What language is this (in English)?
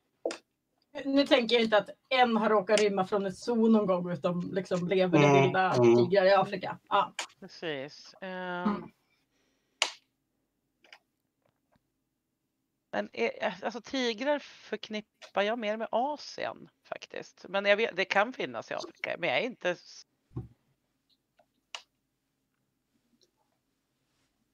Swedish